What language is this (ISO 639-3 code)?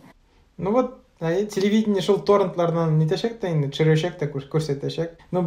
tat